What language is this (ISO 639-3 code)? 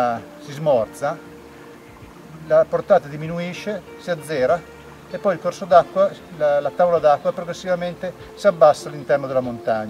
ita